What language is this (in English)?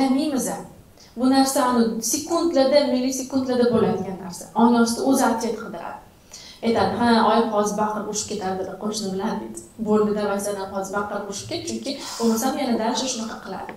Uzbek